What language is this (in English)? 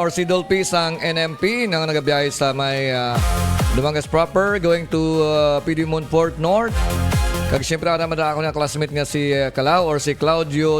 Hiligaynon